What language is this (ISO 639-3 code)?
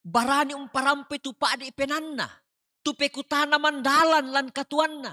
sda